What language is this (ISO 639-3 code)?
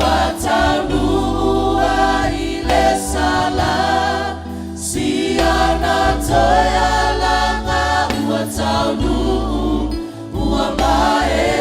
smo